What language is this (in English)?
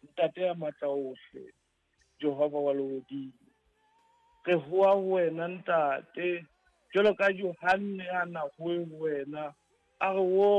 Southern Sotho